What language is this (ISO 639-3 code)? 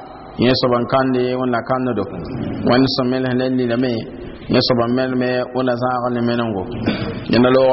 mos